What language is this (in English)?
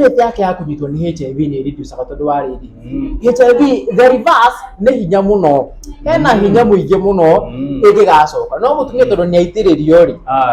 Kikuyu